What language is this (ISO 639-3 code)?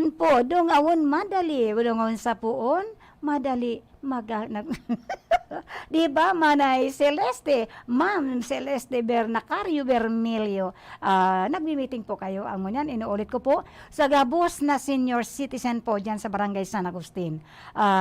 bik